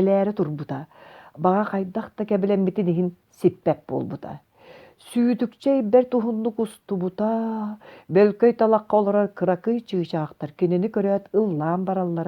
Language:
Yakut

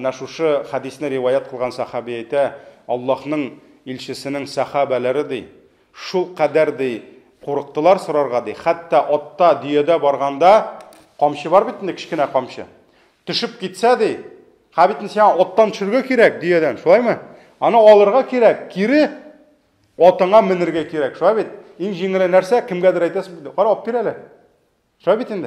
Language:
Tatar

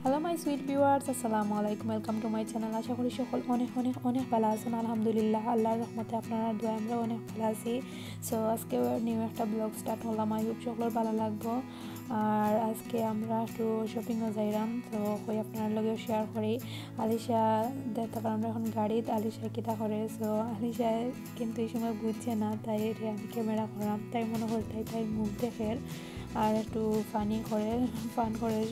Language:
Sylheti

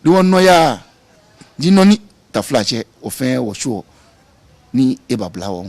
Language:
Ga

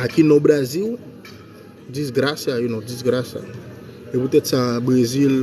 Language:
Haitian Creole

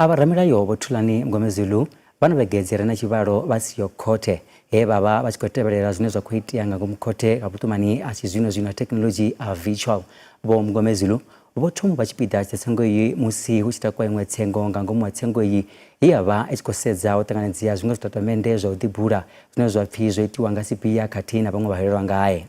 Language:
Venda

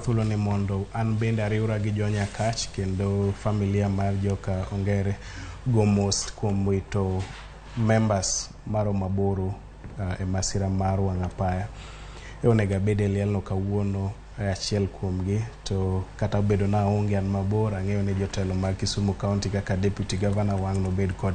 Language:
Luo (Kenya and Tanzania)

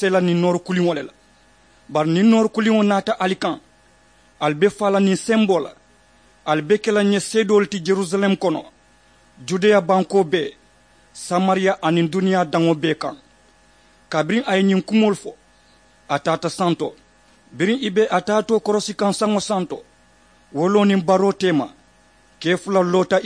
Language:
Mandingo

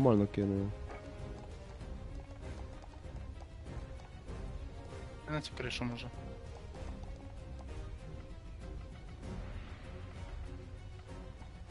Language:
Ukrainian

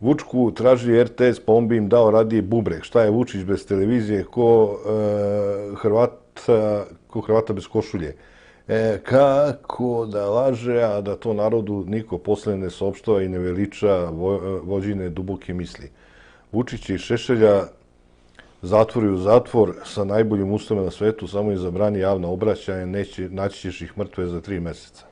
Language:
Serbian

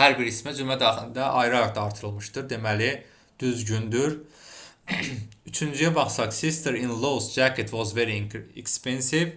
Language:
Azerbaijani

